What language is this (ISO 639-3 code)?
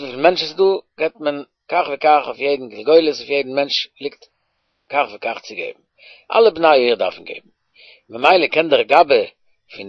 yid